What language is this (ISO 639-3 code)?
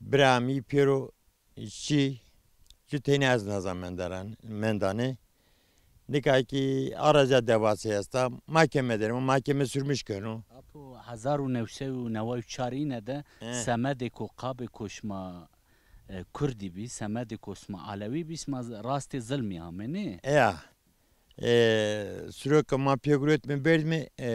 zza